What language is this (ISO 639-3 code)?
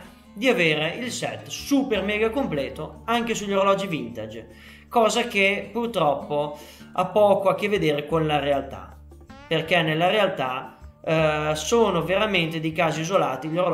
ita